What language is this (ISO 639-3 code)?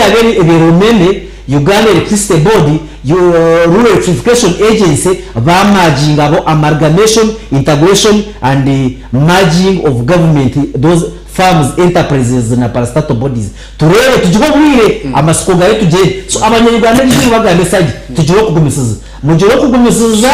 nyn